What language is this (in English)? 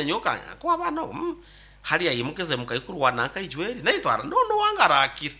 Nyoro